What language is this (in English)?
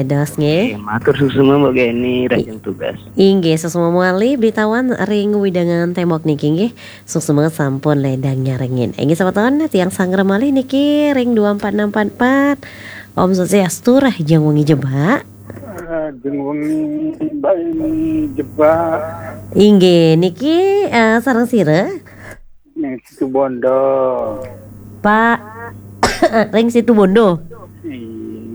Balinese